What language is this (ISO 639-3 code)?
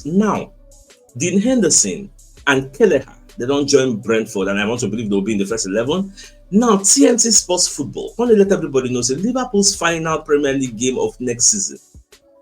pcm